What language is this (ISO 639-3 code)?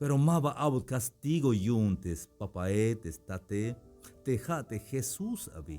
tzh